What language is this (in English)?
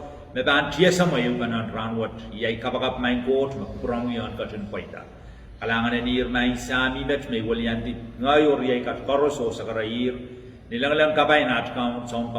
Pohnpeian